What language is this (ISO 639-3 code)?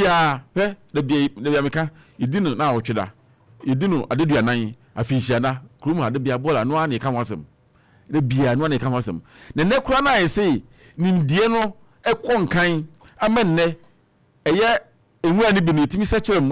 aka